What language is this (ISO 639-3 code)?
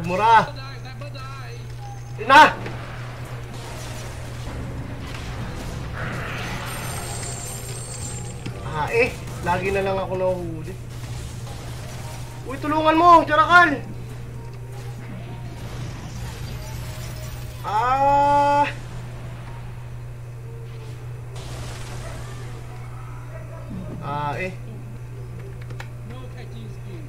fil